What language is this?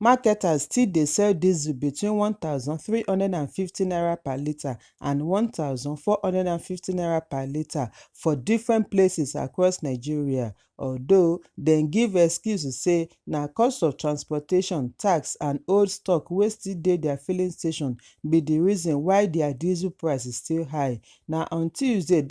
Nigerian Pidgin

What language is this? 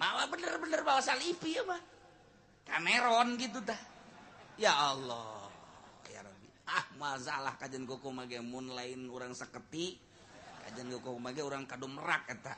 Sundanese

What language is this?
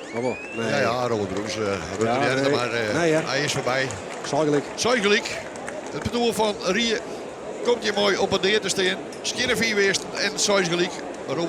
Western Frisian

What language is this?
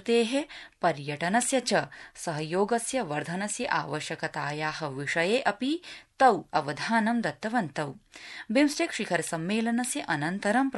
Sanskrit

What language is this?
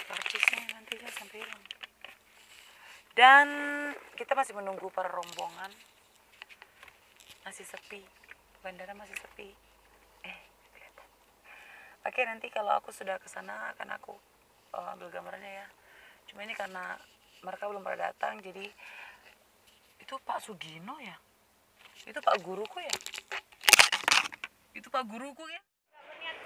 Indonesian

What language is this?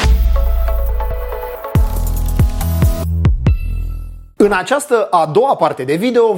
Romanian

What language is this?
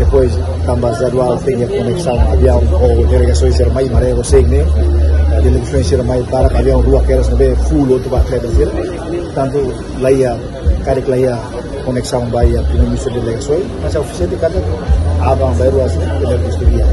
Tetum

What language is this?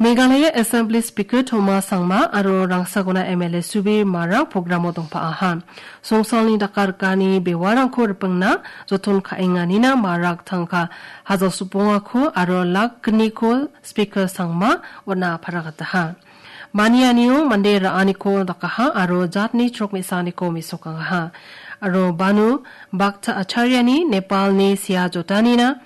Garo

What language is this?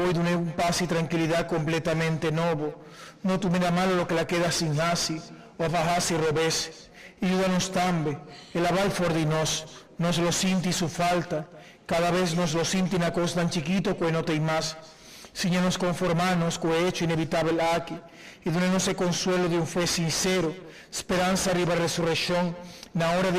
Papiamento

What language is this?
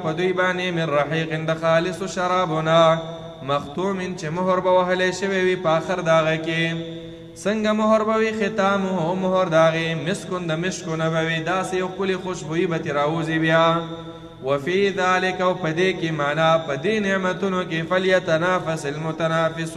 Pashto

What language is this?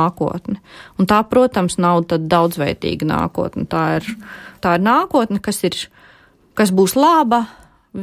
Latvian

